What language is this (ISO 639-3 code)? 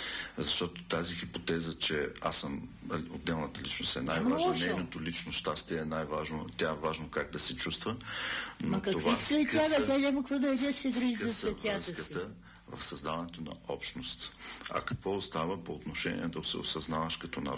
bul